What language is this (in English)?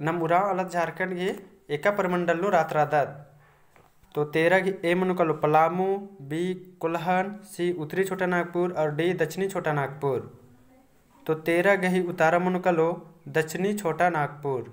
Kurukh